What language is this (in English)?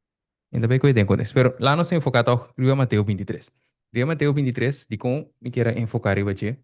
Papiamento